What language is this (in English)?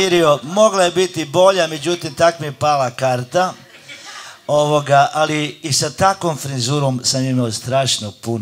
Croatian